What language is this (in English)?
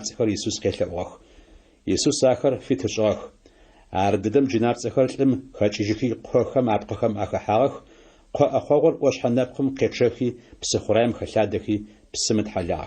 Adyghe